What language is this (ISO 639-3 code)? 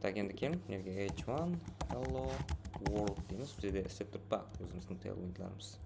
kaa